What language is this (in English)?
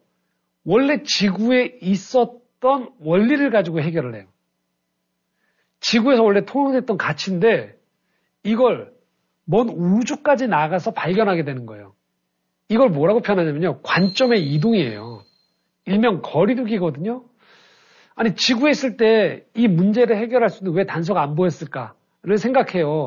Korean